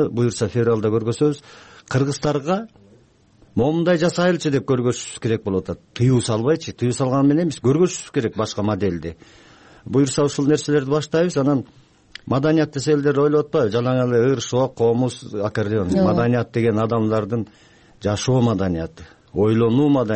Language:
Kyrgyz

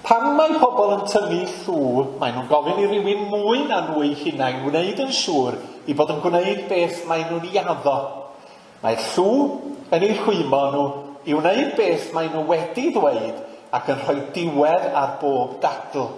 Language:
Welsh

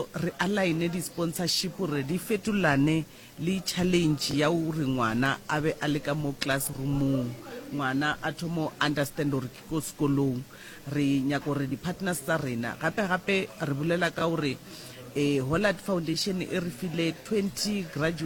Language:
Northern Sotho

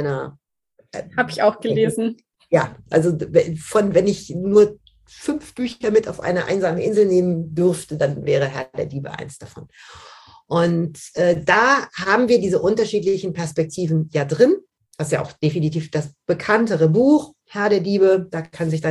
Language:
German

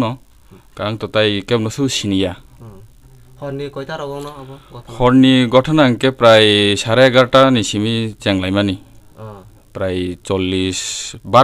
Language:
Riang (India)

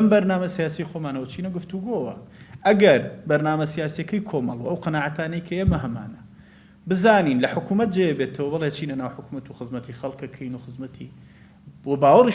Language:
Central Kurdish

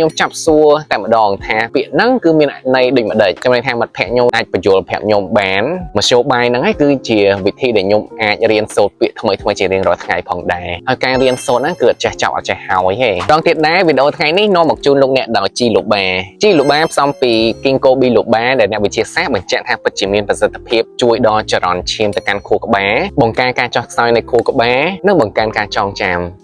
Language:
Khmer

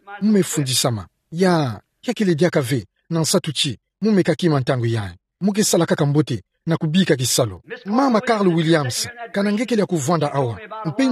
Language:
Kituba (Democratic Republic of Congo)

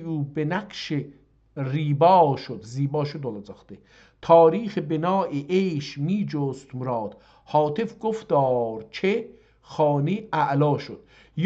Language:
South Azerbaijani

